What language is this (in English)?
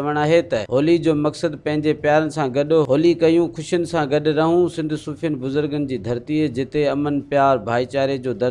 Sindhi